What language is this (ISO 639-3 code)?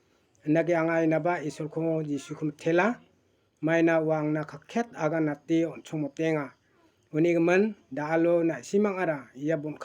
grt